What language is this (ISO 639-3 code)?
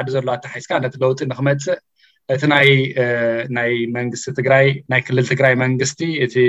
tir